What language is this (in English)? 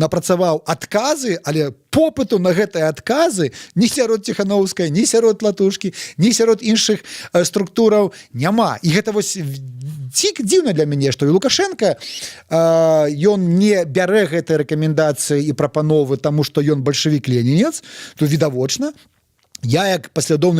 Belarusian